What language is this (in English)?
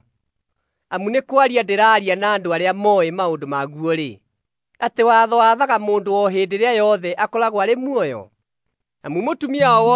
Kikuyu